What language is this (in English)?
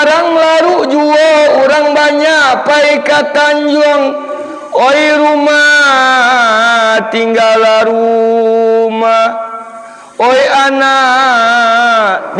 Minangkabau